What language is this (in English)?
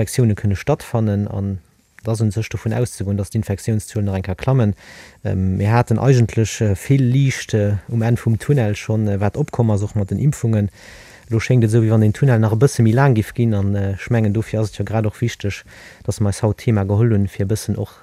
Luxembourgish